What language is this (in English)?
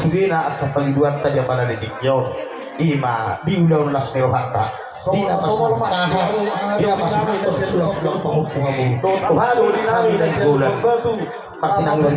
Batak Toba